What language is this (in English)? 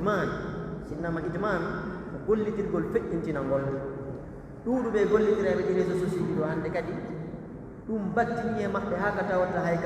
Pular